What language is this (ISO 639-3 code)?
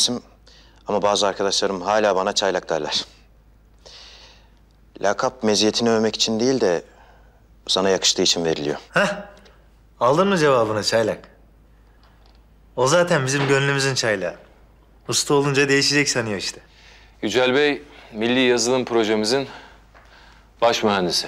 tur